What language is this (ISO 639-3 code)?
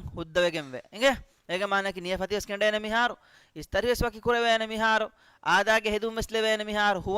div